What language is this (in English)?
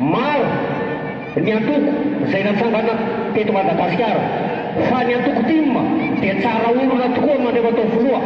Malagasy